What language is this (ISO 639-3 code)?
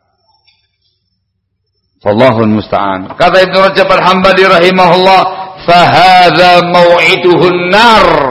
ind